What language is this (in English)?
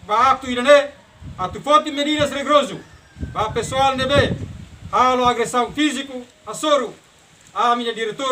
Tetum